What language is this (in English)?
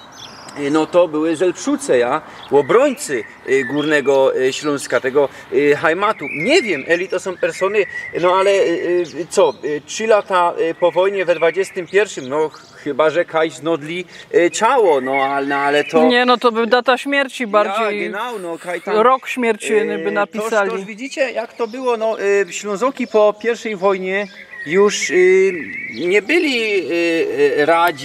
Silesian